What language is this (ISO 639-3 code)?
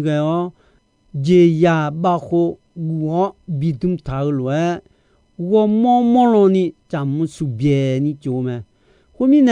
ahk